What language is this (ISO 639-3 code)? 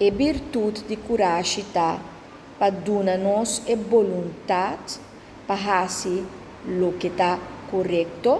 pap